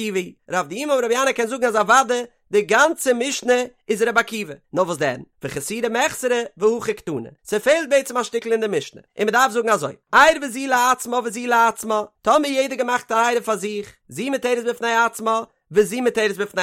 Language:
Yiddish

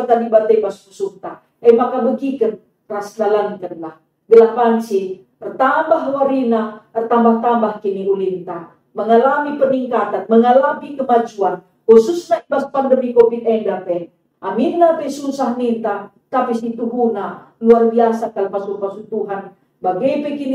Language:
Batak Karo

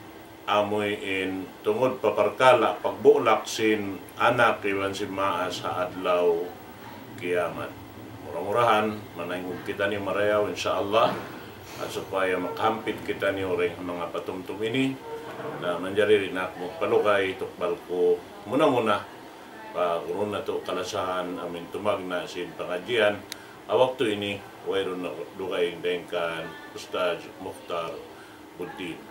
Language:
Tausug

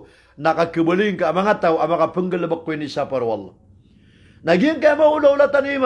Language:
Maranao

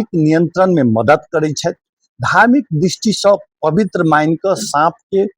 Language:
Maithili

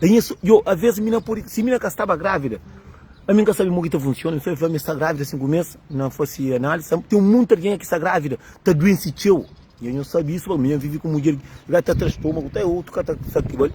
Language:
Kabuverdianu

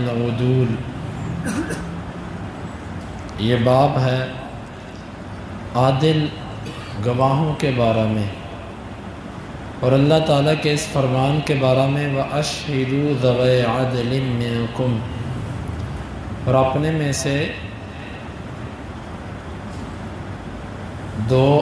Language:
Urdu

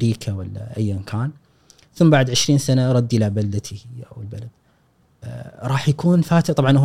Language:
Gulf Arabic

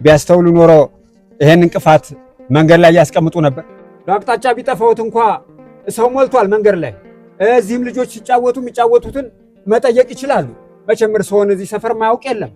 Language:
Amharic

